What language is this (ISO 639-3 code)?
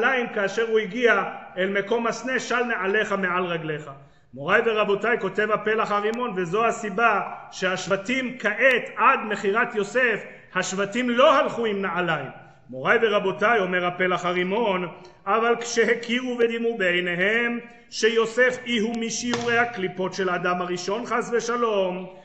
heb